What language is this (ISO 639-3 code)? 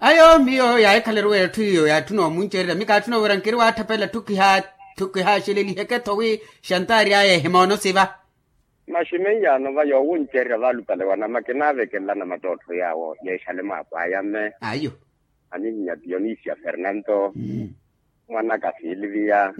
vmw